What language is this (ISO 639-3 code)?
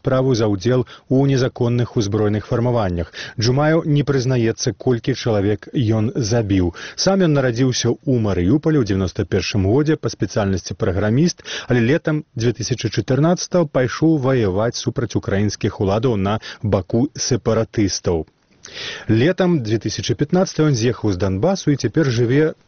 bel